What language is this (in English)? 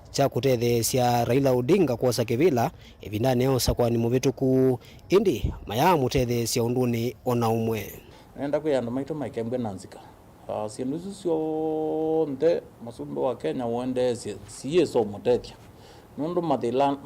Kamba